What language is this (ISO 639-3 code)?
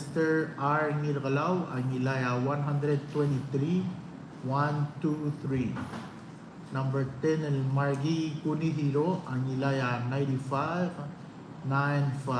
pau